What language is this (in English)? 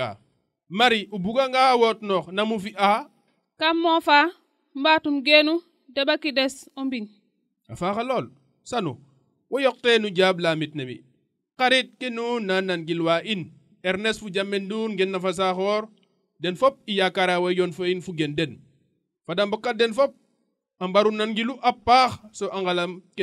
Serer